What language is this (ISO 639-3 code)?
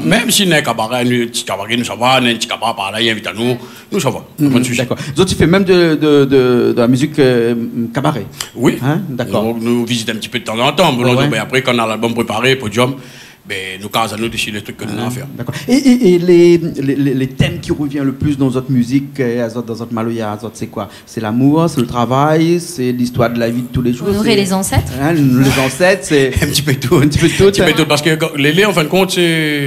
rcf